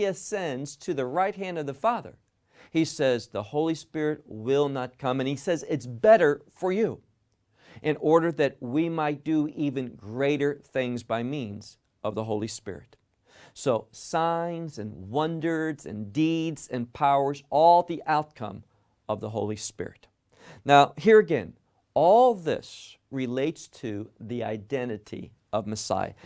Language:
English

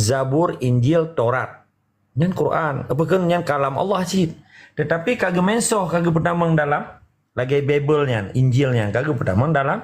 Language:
Achinese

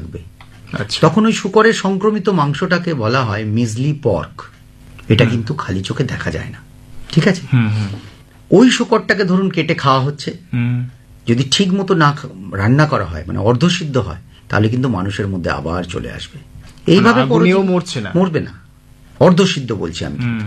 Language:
Bangla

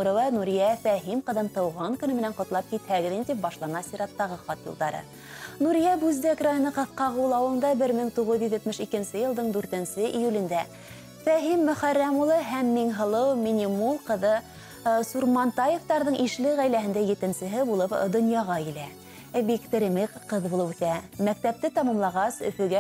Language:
Bashkir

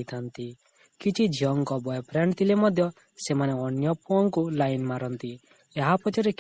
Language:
Odia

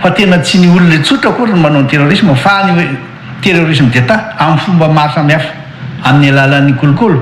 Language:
Malagasy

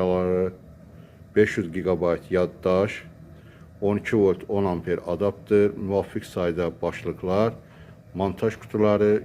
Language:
Azerbaijani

